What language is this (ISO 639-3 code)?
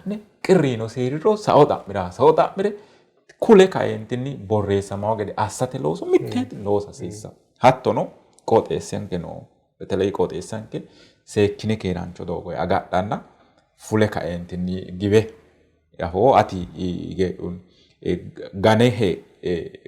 sid